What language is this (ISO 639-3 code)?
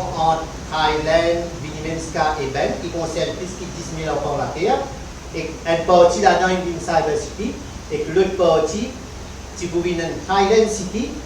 mfe